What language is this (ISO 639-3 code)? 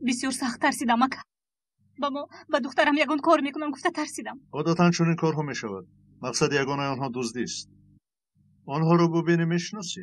tgk